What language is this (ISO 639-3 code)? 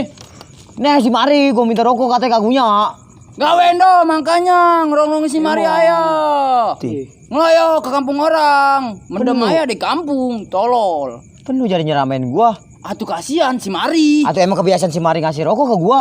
bew